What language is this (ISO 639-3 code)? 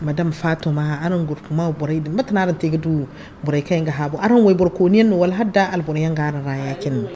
dje